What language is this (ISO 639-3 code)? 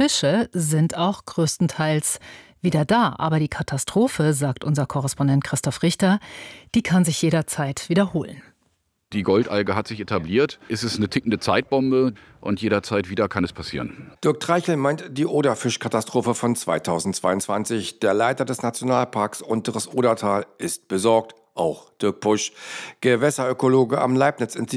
deu